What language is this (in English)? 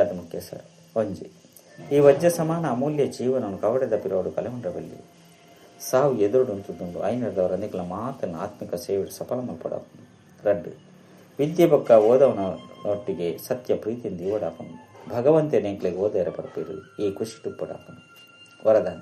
Tulu